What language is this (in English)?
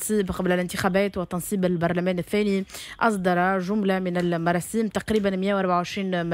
Tunisian Arabic